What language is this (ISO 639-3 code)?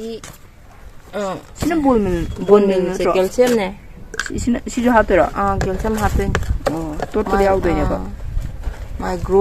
mni